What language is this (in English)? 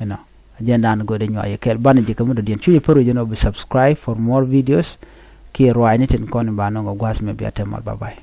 Nuer